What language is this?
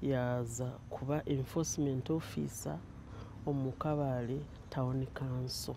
Nyankole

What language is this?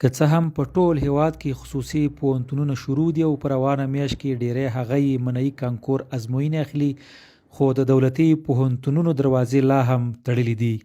Pashto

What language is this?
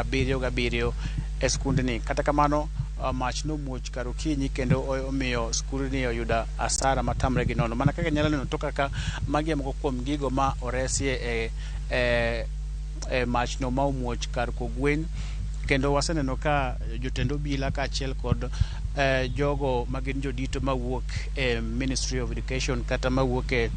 Luo (Kenya and Tanzania)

